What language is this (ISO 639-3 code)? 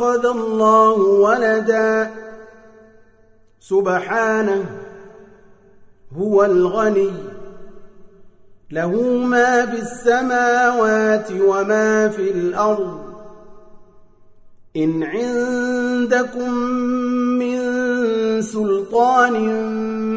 ara